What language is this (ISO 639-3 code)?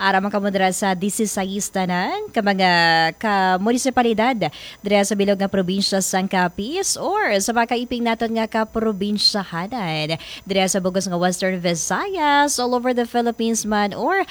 hil